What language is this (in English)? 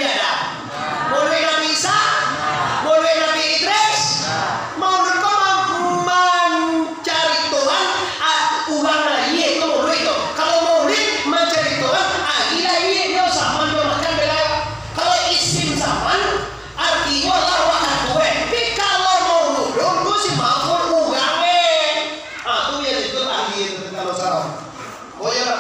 Minangkabau